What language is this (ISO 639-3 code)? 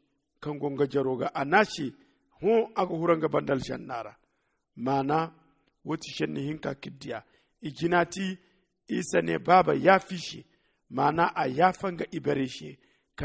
dje